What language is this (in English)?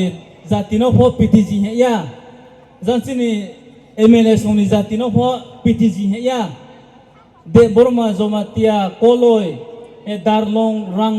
Riang (India)